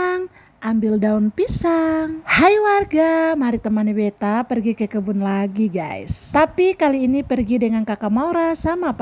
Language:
Ambonese Malay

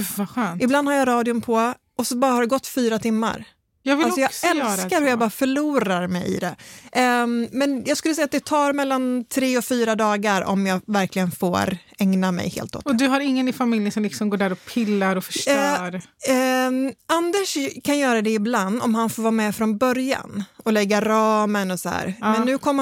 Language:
Swedish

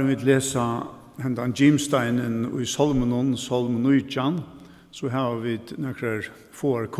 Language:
Faroese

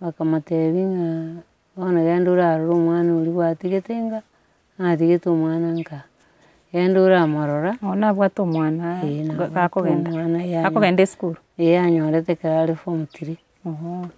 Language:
Gusii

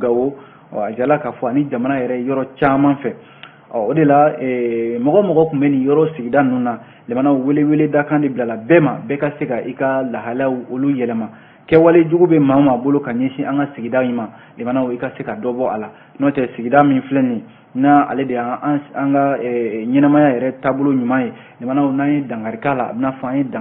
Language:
Bambara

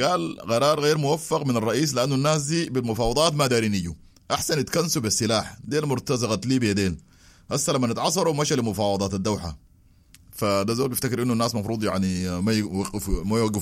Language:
Sudanese Arabic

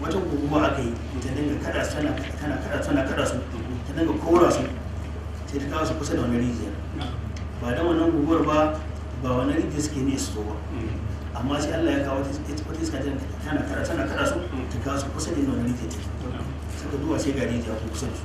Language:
Hausa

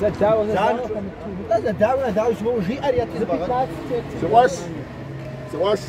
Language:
Kabardian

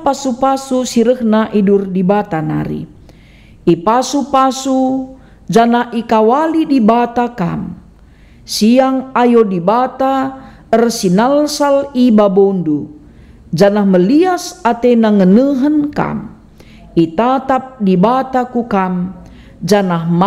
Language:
Batak Karo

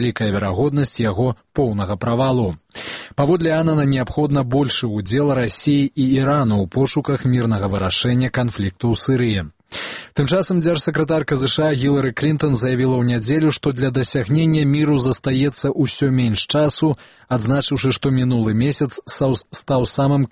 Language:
Belarusian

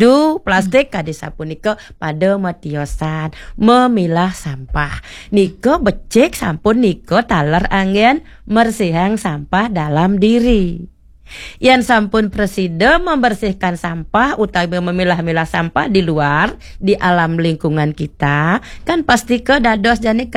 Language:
Balinese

